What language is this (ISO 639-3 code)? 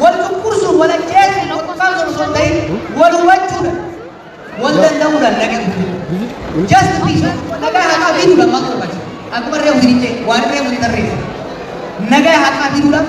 orm